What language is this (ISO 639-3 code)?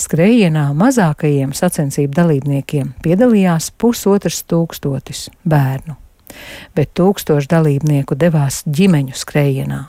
lav